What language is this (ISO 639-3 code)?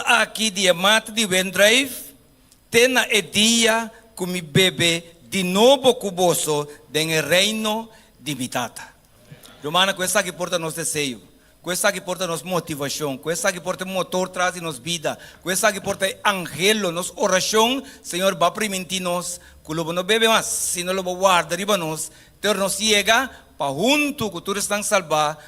pap